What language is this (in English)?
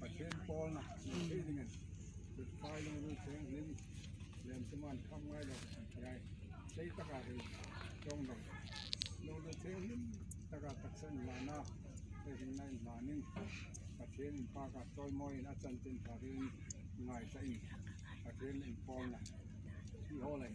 Hmar